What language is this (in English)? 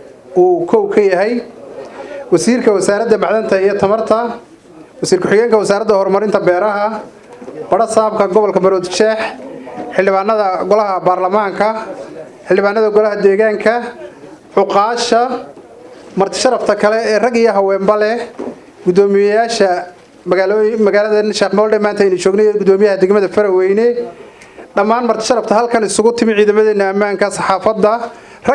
Somali